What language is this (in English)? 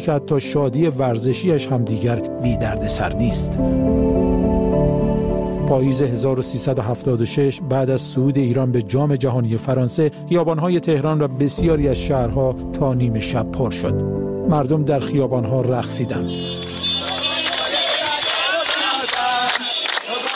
Persian